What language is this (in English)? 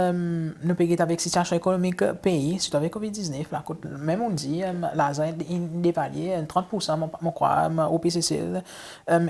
Seselwa Creole French